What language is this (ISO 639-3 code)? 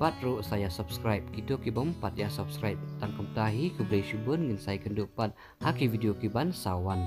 kha